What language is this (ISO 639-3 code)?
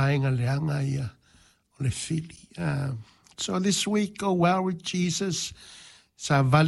smo